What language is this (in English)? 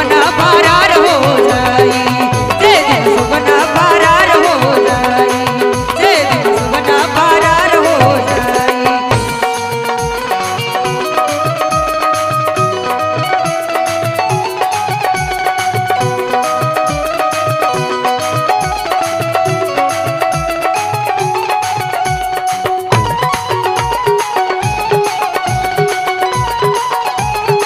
Bhojpuri